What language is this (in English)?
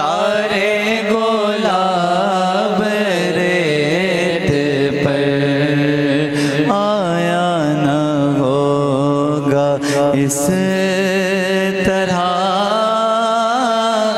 Urdu